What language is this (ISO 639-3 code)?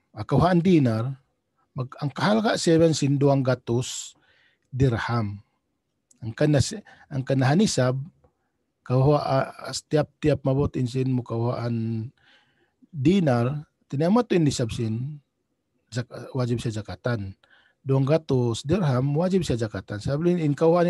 tsg